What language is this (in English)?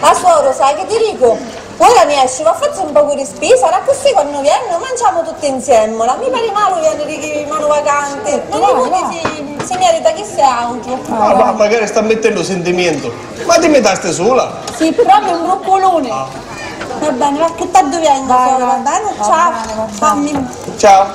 Sicilian